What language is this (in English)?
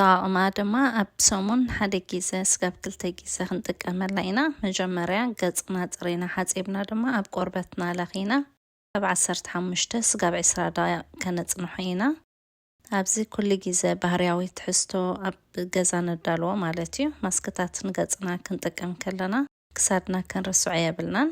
Tigrinya